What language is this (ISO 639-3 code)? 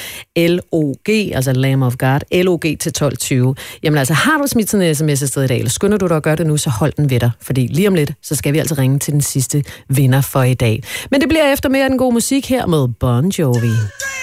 dan